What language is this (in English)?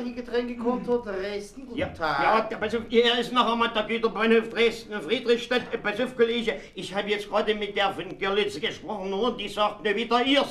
German